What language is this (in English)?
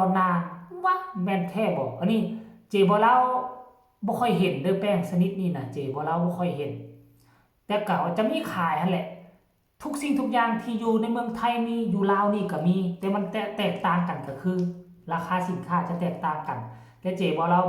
Northeastern Thai